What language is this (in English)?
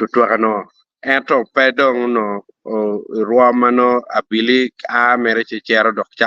Acoli